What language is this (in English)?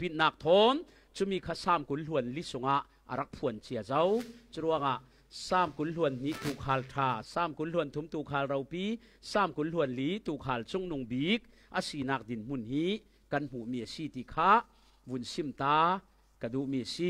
Falam Chin